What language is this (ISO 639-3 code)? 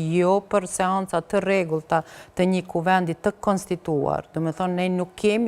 sqi